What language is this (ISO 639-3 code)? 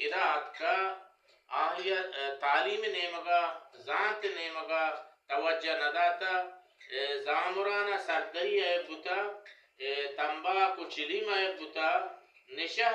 bal